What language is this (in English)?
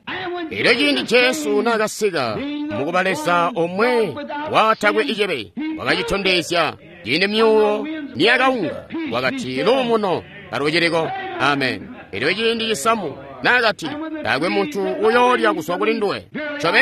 Tonga (Zambia)